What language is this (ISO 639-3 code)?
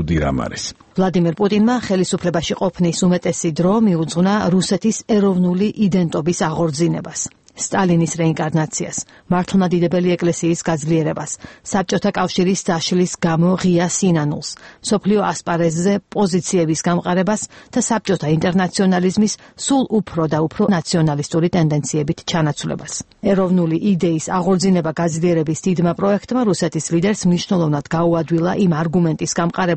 kat